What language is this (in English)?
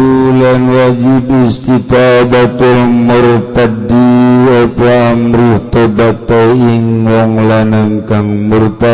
Sundanese